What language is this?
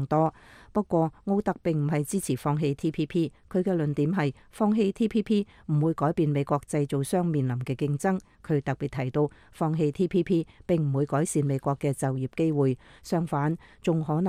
Cantonese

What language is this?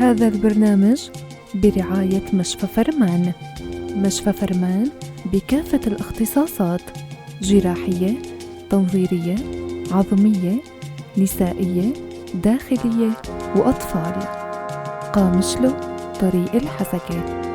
North Levantine Arabic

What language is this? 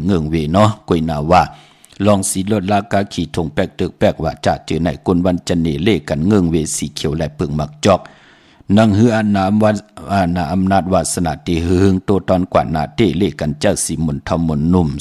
Shan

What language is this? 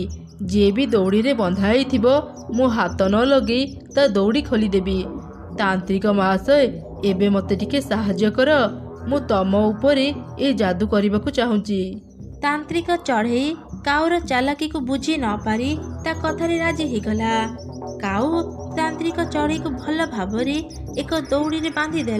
Odia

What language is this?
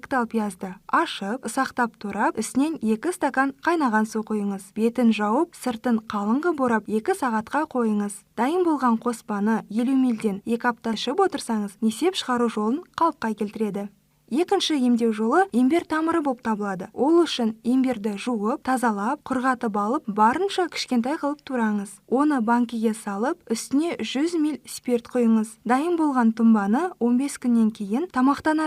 Kazakh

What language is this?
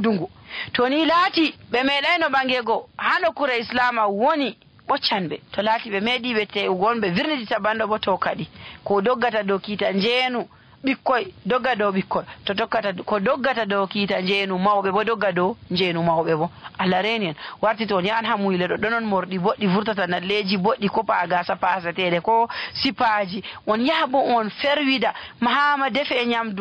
Nigerian Fulfulde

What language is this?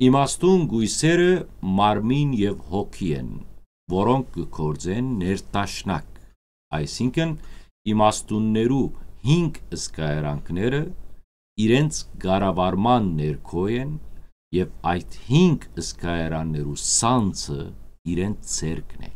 Western Armenian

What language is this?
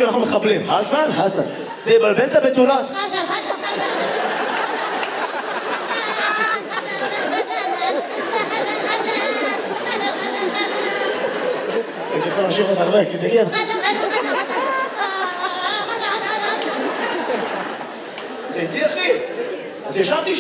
Hebrew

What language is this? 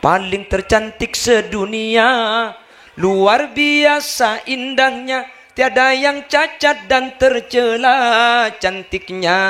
Madurese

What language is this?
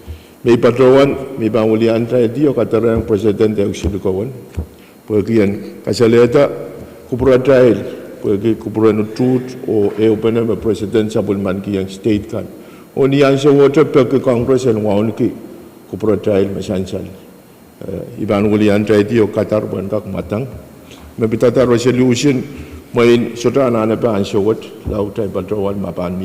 Pohnpeian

